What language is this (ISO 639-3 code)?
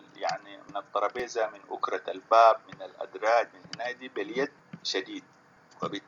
apd